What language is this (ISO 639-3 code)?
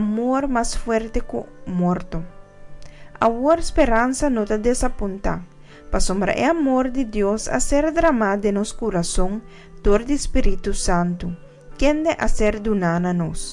pap